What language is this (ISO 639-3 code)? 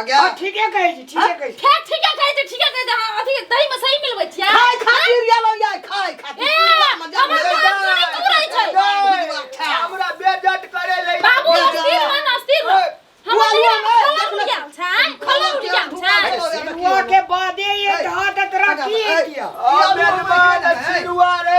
mai